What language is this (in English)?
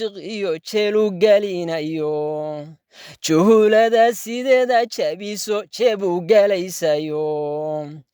Somali